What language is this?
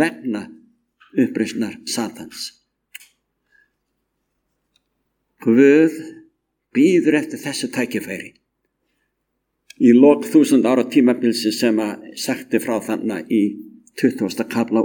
Icelandic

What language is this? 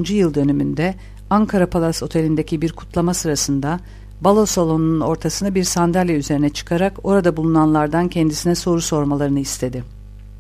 Turkish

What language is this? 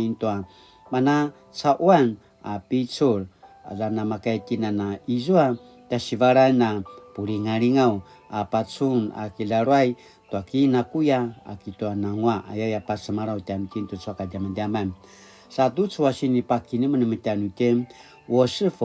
Paiwan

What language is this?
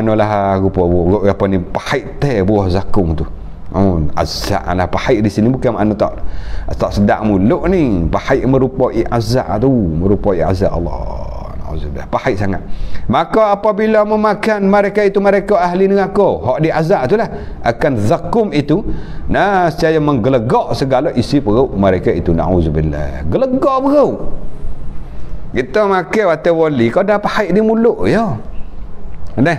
Malay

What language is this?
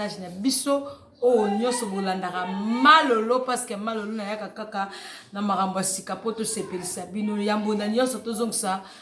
Lingala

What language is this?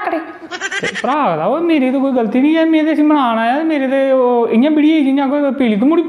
Dogri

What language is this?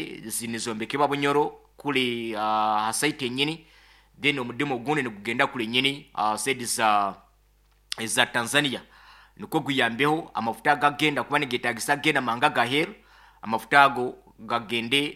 Nyoro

